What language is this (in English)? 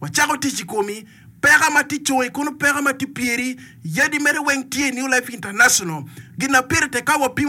Acoli